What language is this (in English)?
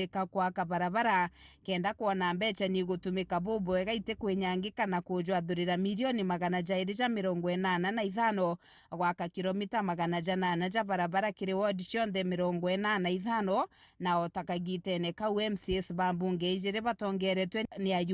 Meru